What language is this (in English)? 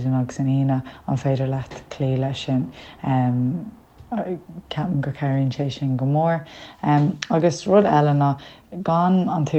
Irish